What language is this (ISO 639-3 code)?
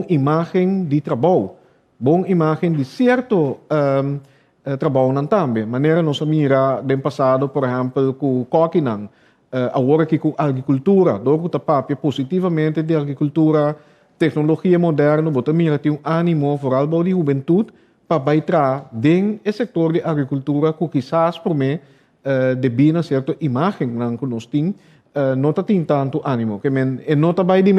pap